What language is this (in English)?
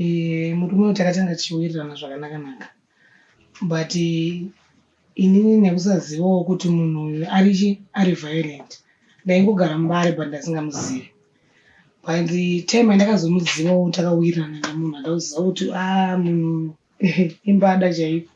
Shona